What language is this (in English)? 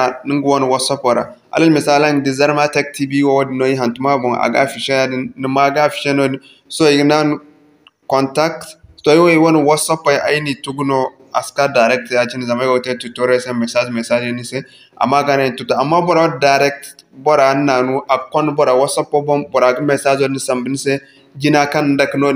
Zarma